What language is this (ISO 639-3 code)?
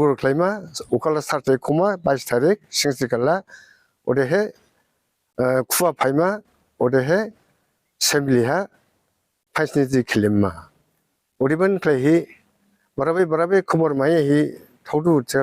dis